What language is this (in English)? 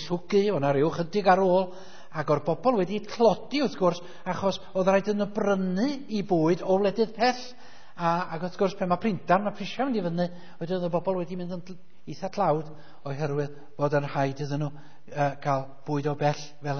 Welsh